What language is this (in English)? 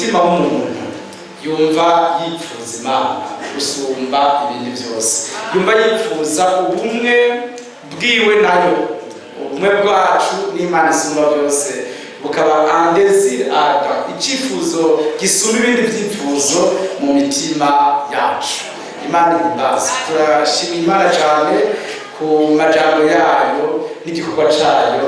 Rundi